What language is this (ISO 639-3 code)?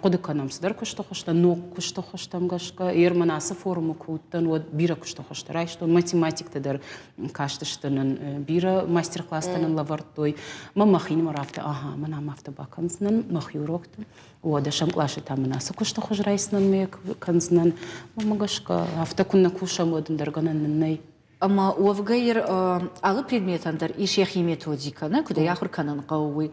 oss